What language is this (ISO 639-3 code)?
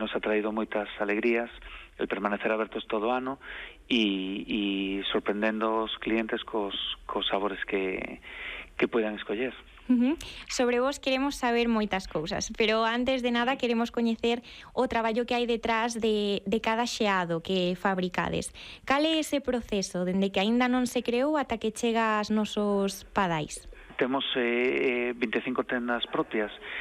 glg